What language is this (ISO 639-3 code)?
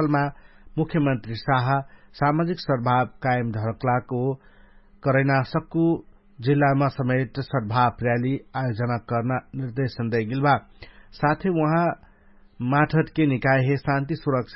thl